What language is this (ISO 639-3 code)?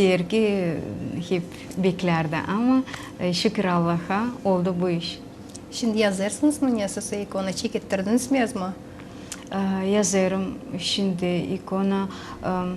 gag